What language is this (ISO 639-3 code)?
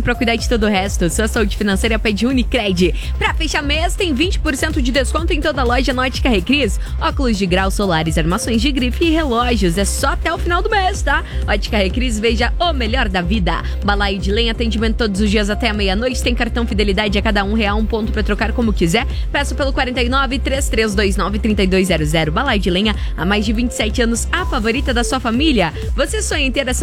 por